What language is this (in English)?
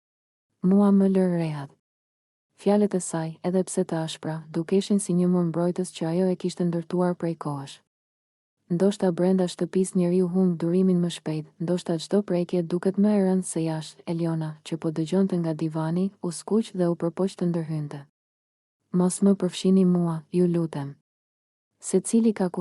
Albanian